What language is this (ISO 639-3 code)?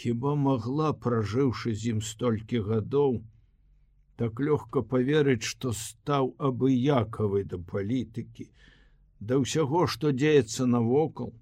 bel